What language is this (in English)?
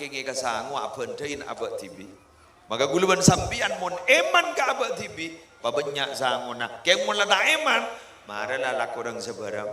Madurese